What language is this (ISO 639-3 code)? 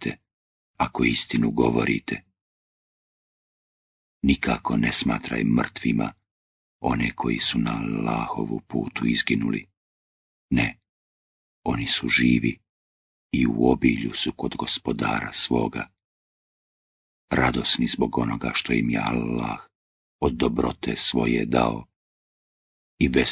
bos